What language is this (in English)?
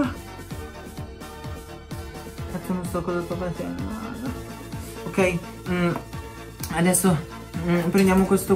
Italian